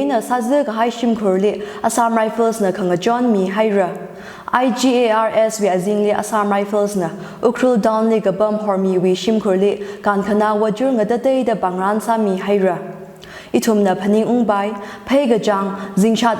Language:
Tangkhul Naga (India)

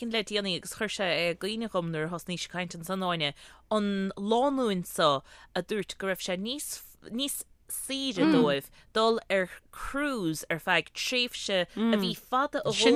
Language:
Irish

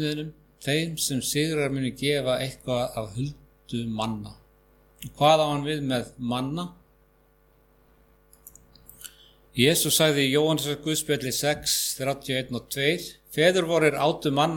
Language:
Icelandic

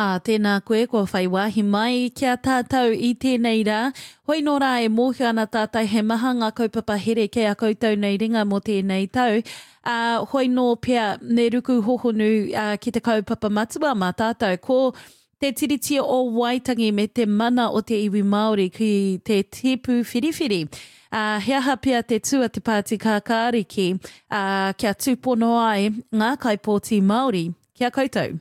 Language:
Māori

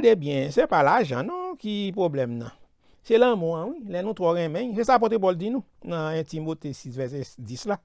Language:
Haitian Creole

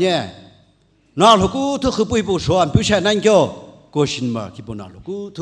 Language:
Sumi Naga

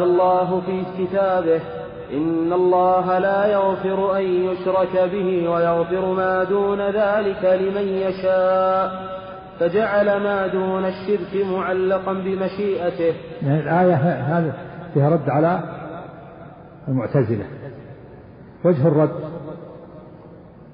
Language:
Arabic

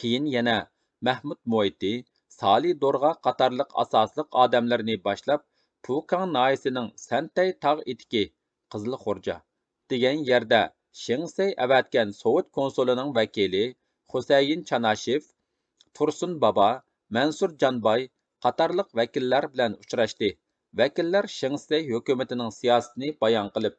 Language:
Uyghur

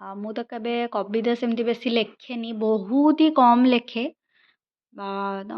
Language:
Odia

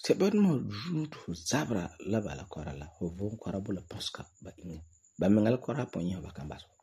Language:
Frafra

